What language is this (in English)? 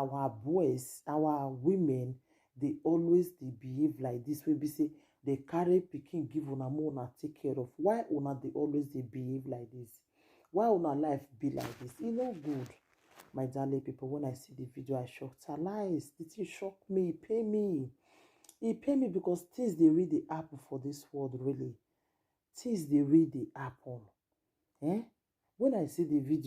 Nigerian Pidgin